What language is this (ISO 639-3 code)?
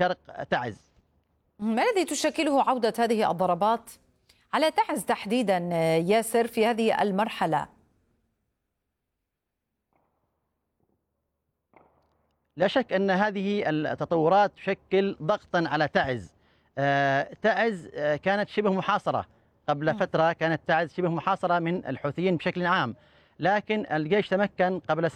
ara